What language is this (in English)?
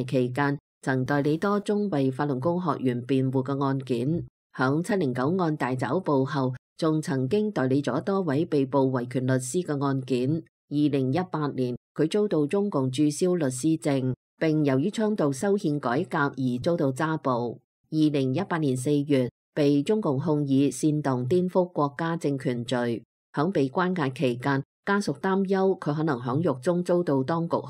Cantonese